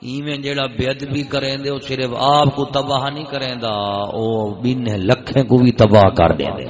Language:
Saraiki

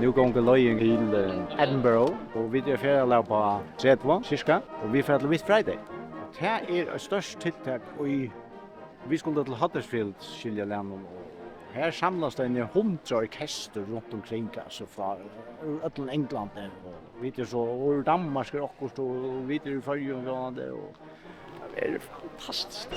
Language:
Faroese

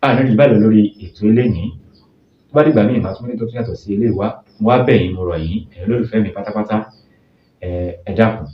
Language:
Yoruba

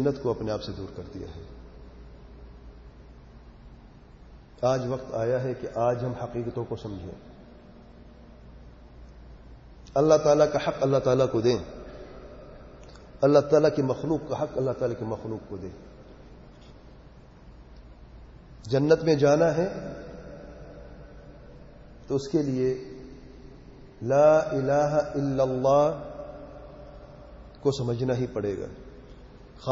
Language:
Urdu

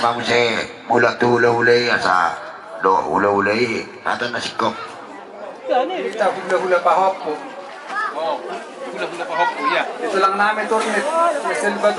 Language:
Batak Toba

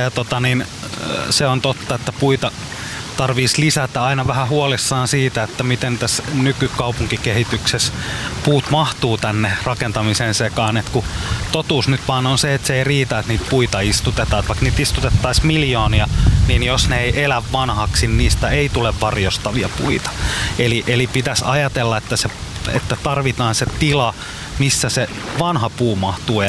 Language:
Finnish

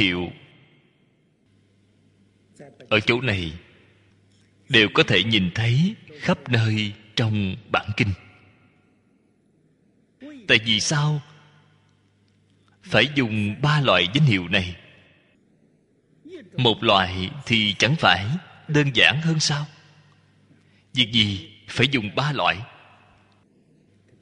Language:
Vietnamese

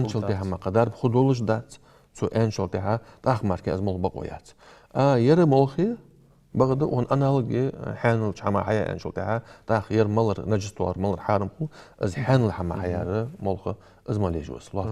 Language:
Ingush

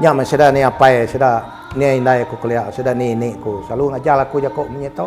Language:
Iban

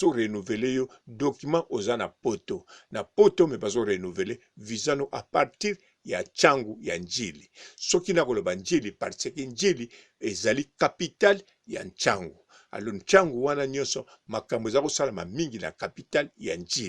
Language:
Lingala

